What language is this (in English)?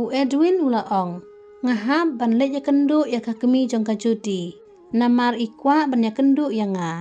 Khasi